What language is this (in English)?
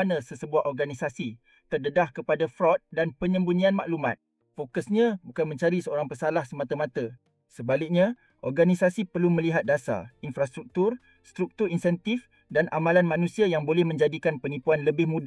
Malay